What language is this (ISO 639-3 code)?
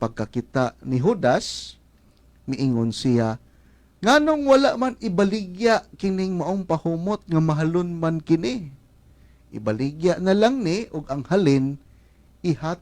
ceb